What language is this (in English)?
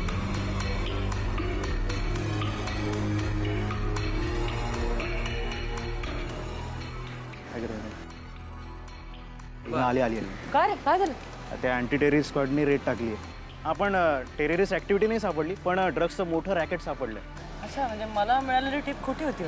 Marathi